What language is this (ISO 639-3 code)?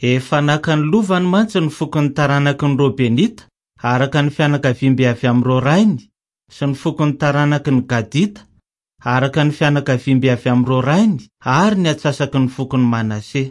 mlg